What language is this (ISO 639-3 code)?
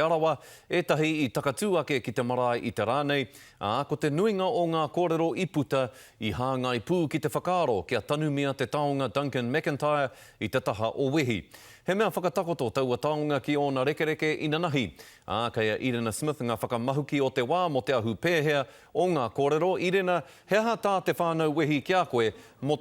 mri